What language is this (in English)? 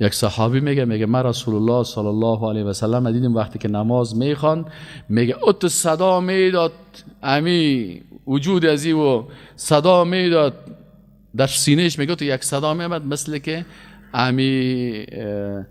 Persian